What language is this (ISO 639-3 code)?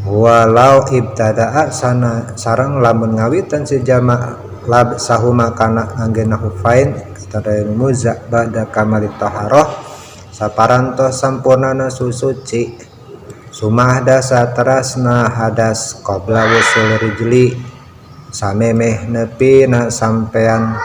sun